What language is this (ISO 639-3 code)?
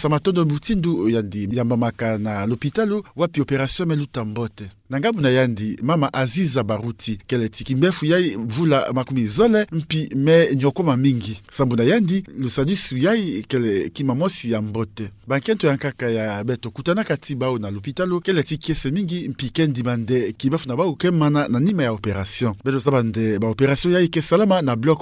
ktu